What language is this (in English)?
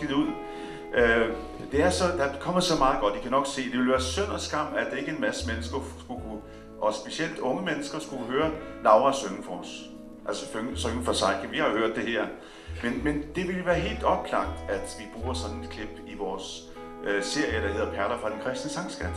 Danish